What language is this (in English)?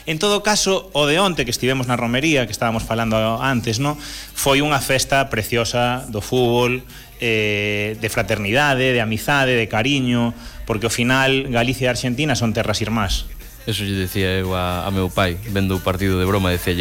Galician